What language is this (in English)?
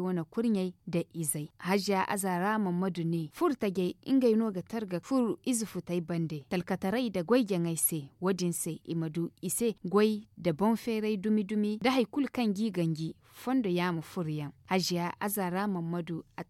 Zarma